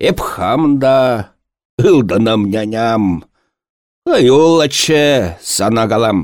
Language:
Chuvash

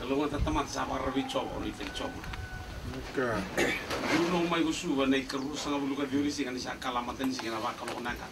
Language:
Fijian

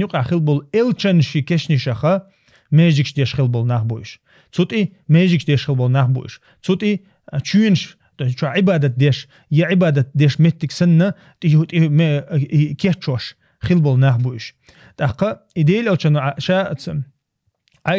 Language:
Chechen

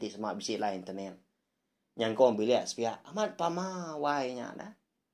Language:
Iban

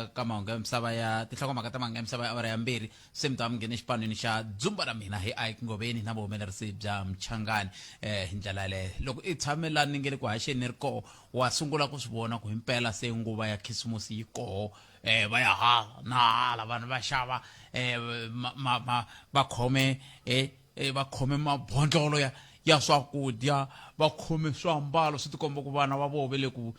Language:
Tsonga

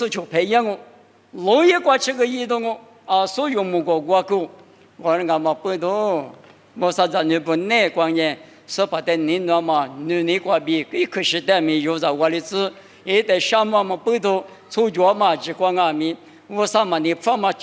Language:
Lisu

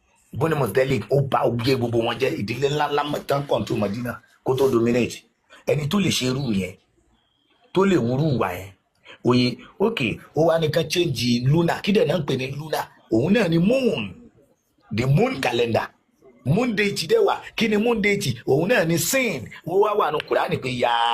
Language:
Yoruba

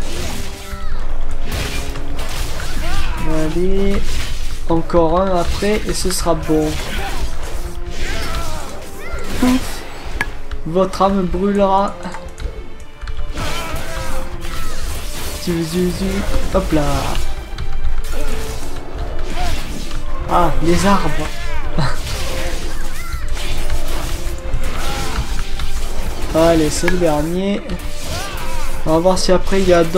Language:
French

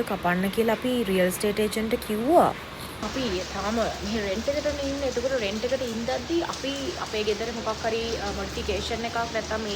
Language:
Sinhala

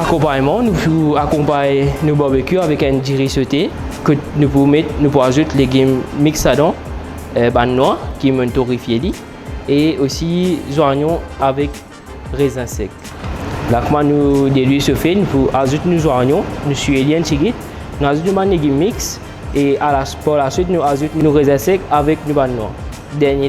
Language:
Morisyen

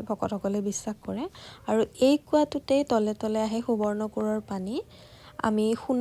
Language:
Assamese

